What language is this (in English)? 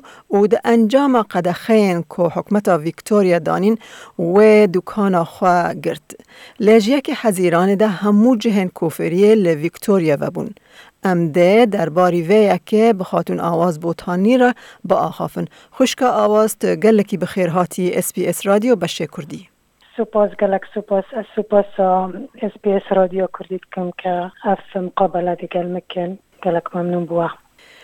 Kurdish